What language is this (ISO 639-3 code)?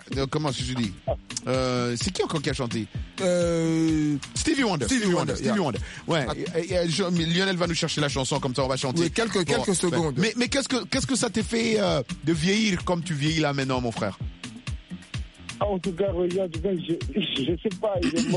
fra